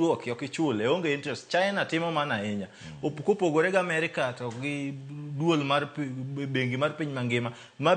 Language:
Luo (Kenya and Tanzania)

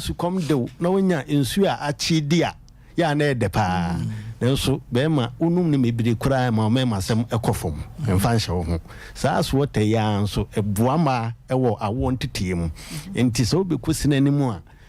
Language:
Akan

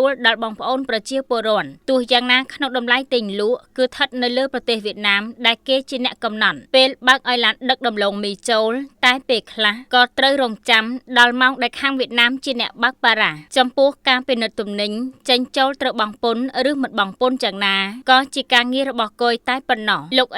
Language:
Khmer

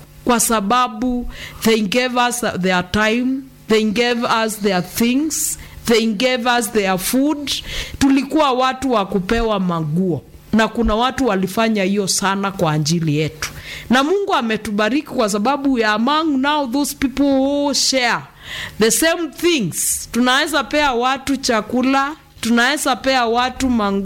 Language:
Swahili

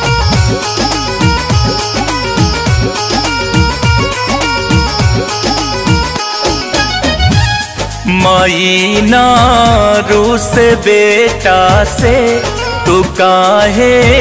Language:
Bhojpuri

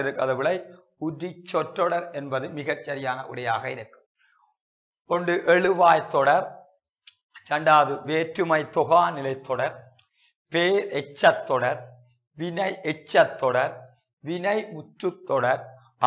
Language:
Tamil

